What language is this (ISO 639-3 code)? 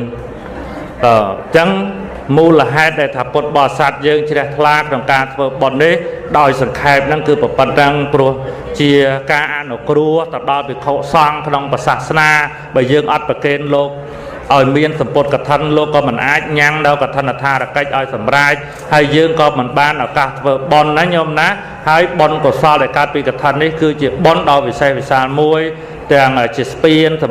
khm